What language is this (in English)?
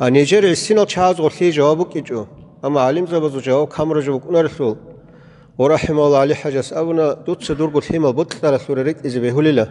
Avaric